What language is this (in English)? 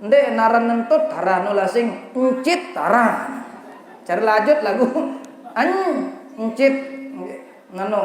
Sasak